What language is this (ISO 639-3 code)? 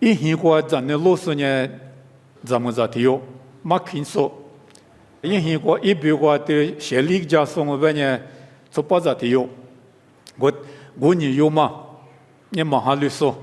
lis